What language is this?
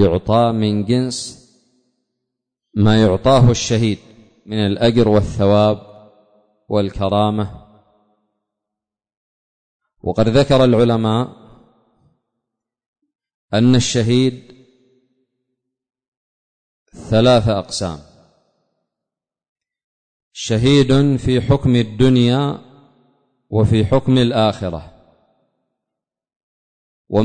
Arabic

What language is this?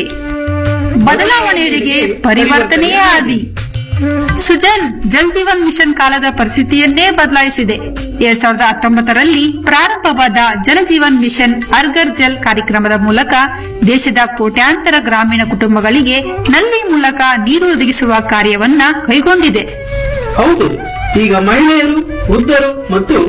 Kannada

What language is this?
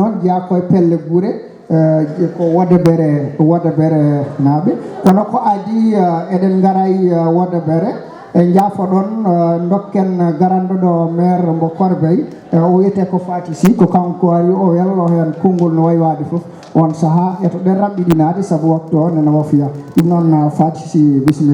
Fula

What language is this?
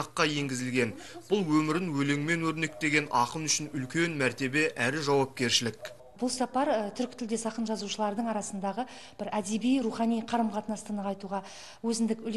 Kazakh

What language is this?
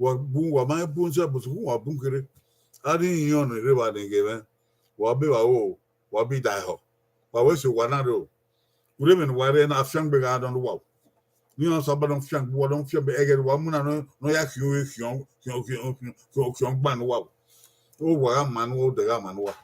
Bini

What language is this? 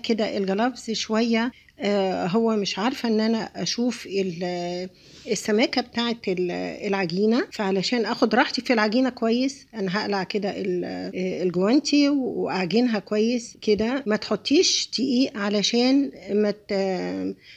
Egyptian Arabic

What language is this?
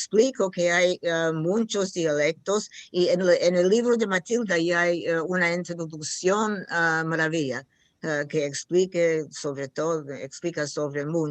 Ladino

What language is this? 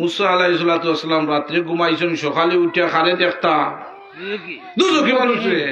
Sylheti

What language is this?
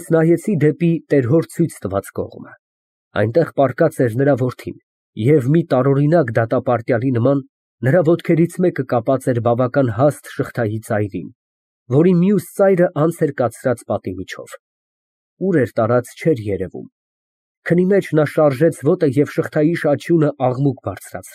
Armenian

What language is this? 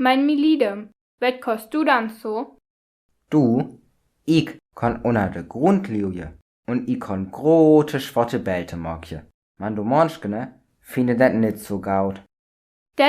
Saterland Frisian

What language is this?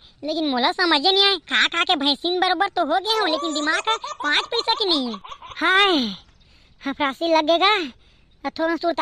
Chhattisgarhi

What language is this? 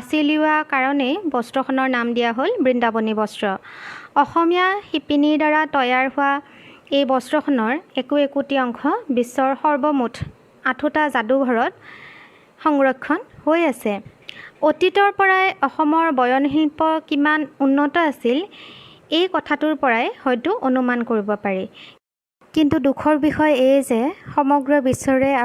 Assamese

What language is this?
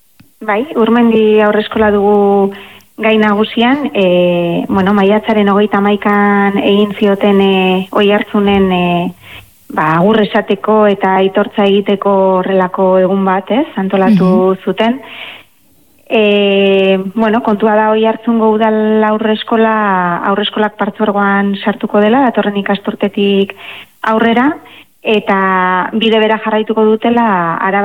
Basque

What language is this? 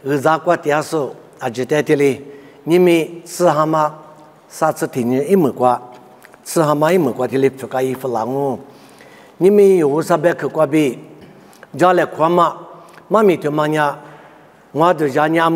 Lisu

